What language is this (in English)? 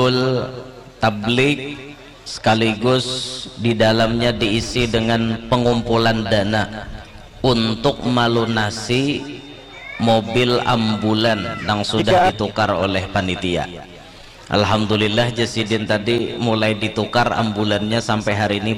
Banjar